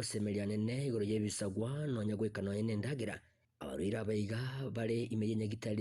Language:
Gusii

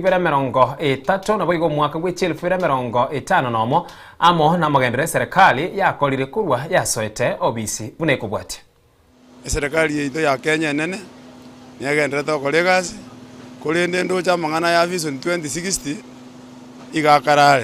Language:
Gusii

